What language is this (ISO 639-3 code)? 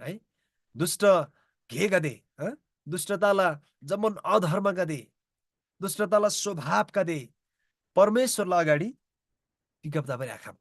taj